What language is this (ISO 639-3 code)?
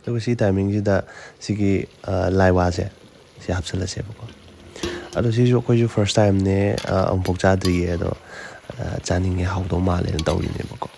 mni